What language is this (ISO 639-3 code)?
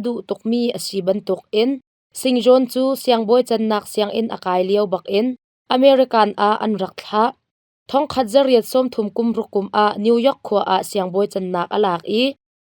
cnh